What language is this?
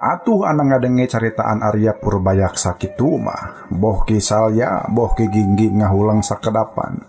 Sundanese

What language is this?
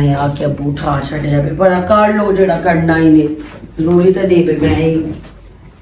Western Panjabi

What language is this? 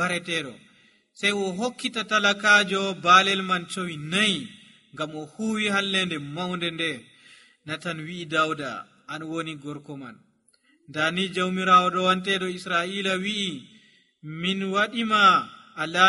Nigerian Fulfulde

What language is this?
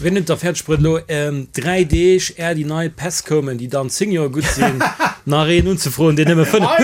Luxembourgish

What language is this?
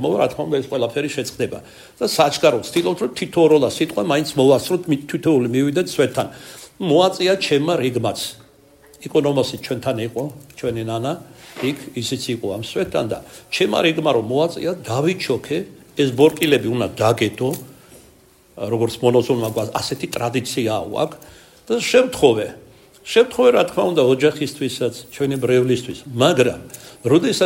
Georgian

